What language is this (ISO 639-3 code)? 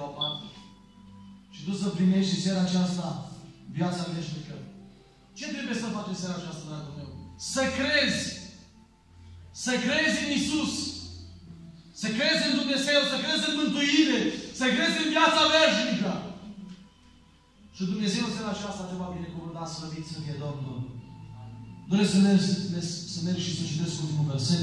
ron